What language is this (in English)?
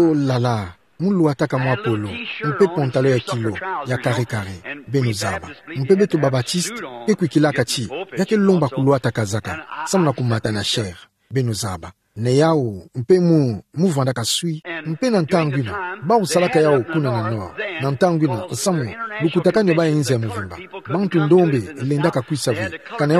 Kituba (Democratic Republic of Congo)